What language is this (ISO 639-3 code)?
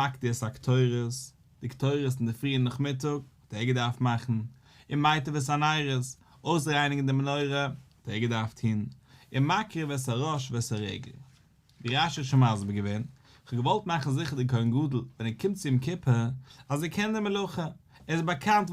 yid